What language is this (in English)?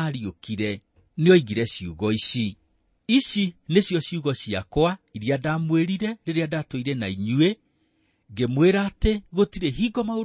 Kikuyu